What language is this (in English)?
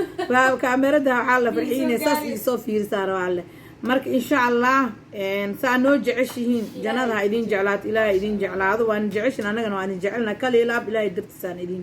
Somali